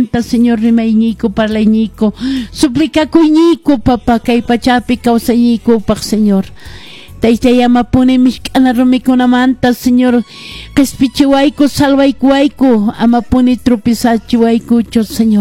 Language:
Quechua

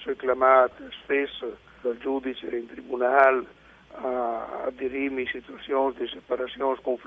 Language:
Friulian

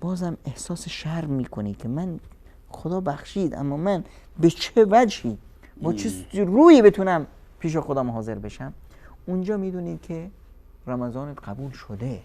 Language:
Persian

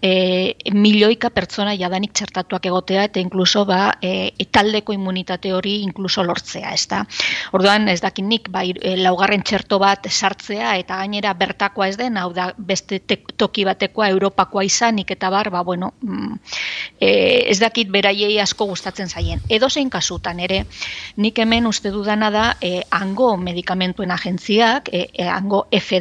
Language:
Basque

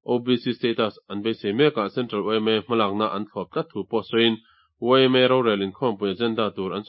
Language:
Mizo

